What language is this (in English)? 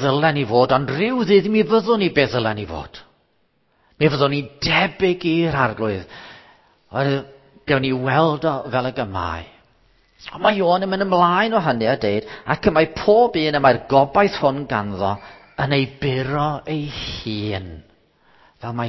Welsh